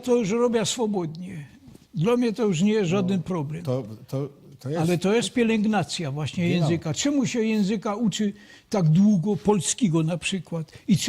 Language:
Silesian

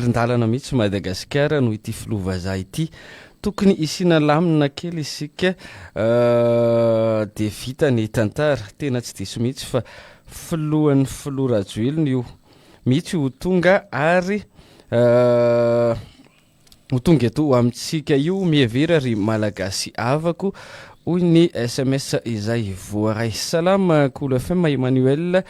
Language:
Malagasy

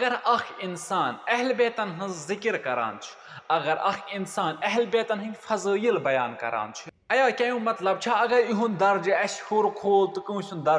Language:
Kashmiri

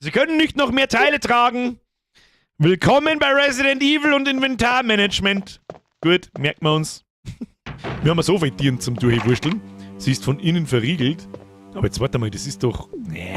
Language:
Bavarian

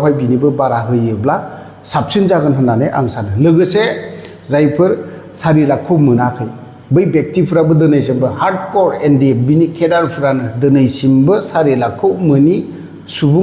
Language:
Bodo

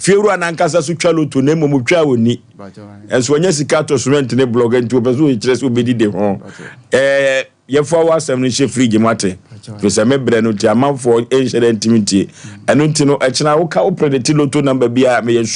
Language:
Akan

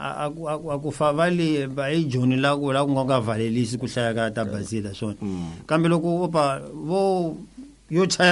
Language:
Tsonga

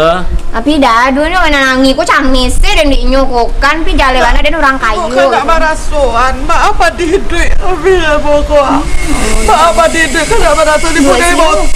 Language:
Minangkabau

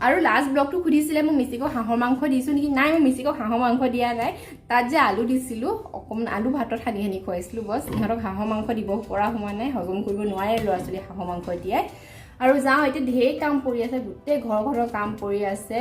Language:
Assamese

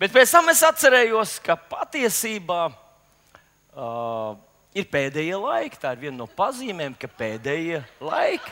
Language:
Latvian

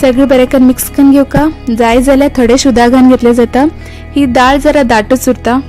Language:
Konkani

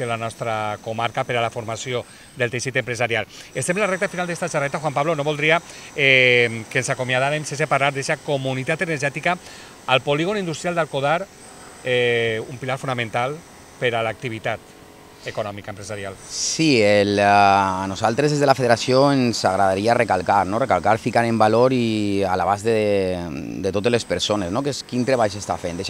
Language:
Catalan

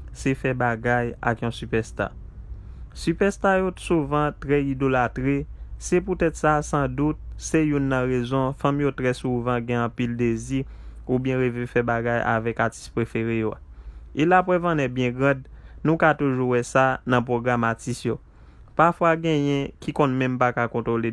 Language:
Haitian Creole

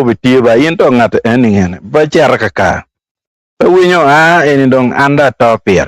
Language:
Acoli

